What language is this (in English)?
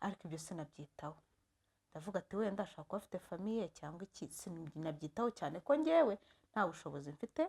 Kinyarwanda